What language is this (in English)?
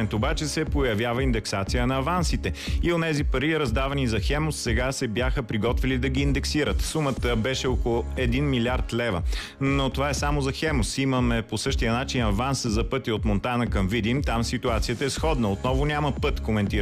Bulgarian